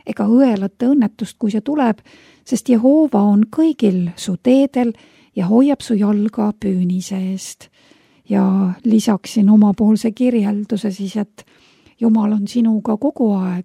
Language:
Estonian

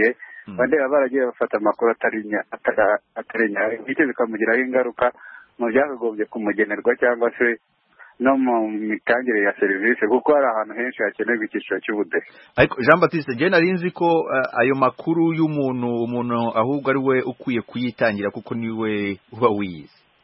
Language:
Kinyarwanda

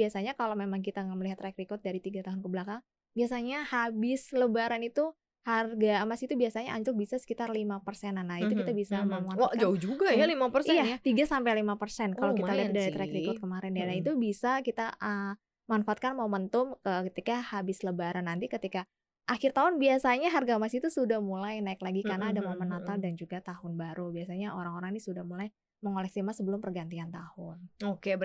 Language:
Indonesian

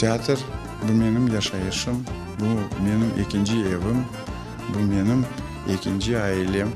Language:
Crimean Tatar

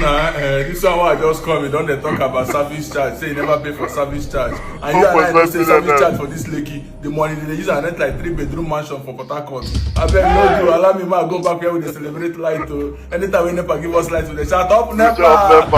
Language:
Nigerian Pidgin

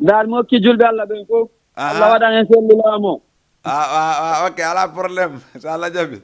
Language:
Fula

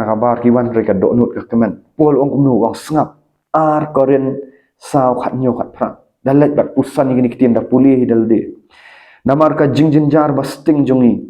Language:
Khasi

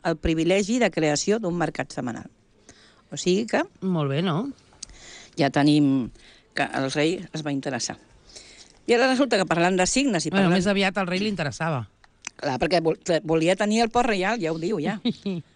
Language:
Catalan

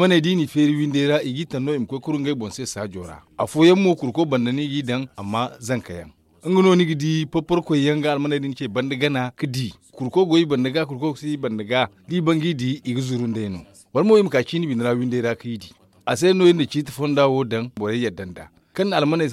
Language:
Zarma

